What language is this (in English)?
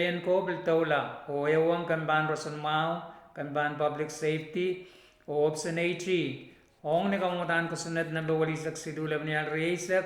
Pohnpeian